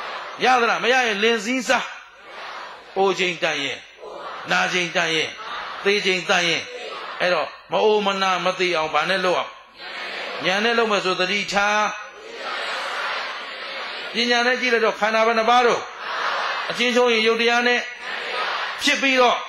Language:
Burmese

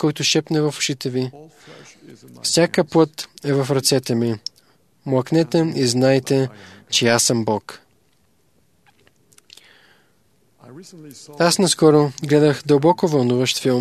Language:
Bulgarian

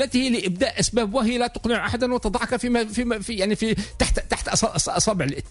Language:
Tunisian Arabic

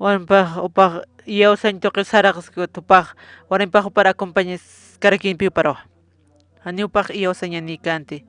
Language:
Aymara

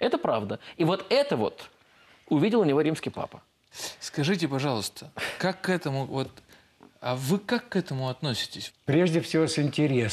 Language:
Russian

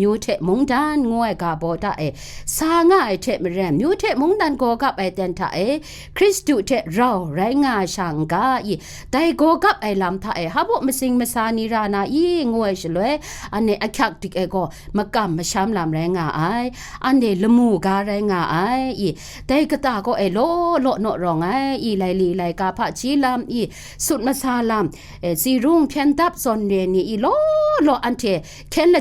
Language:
Kachin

